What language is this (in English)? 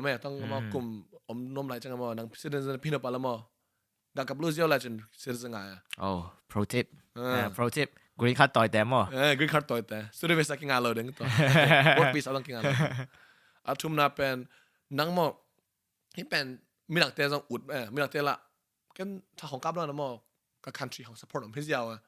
Tedim Chin